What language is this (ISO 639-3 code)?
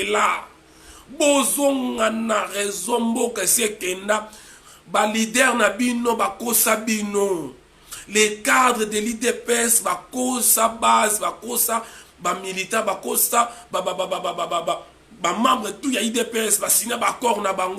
lin